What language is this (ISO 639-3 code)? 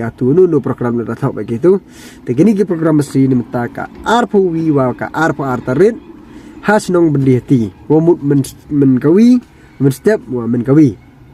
pbv